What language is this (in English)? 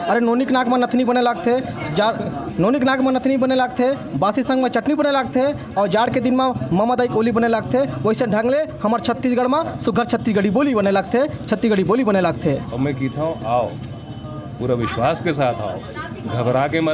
Chhattisgarhi